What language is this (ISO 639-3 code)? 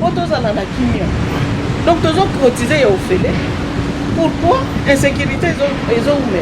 lin